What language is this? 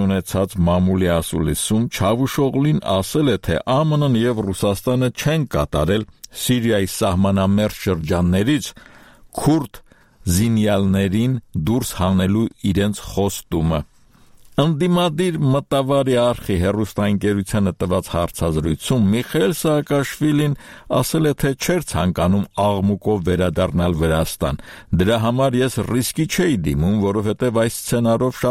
Armenian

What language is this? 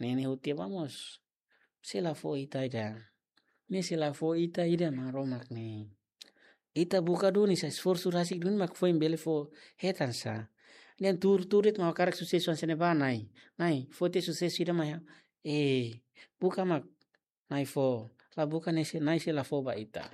Tetum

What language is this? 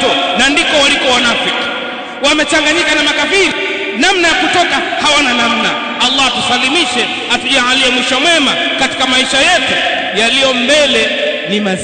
Swahili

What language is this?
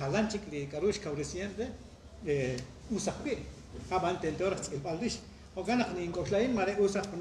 Kekchí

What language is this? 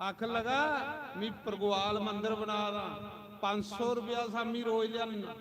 Dogri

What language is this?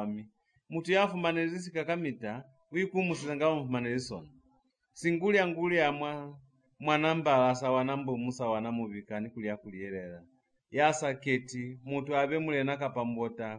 Lozi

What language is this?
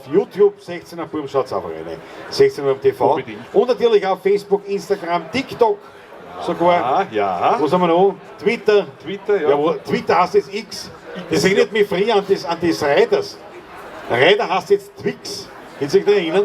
Bavarian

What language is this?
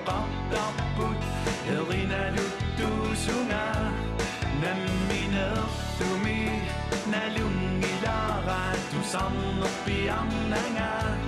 Kalaallisut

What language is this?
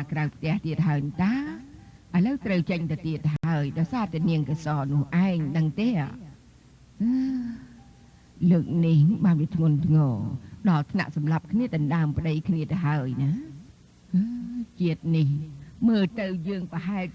Khmer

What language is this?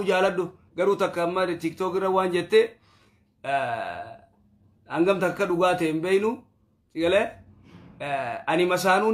Oromo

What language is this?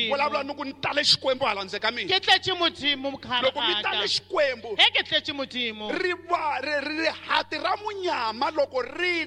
Tsonga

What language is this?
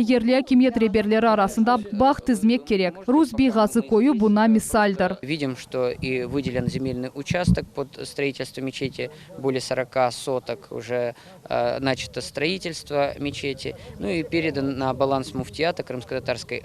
Crimean Tatar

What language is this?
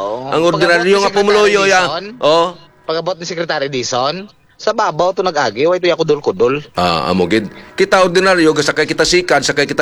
Hiligaynon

